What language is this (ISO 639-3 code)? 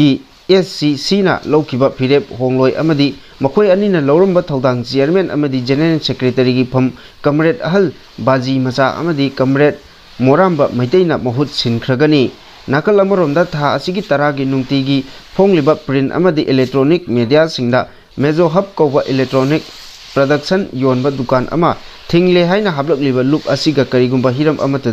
mni